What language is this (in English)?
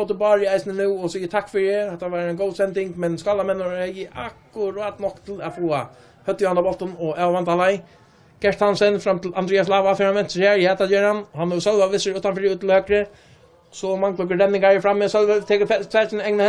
Faroese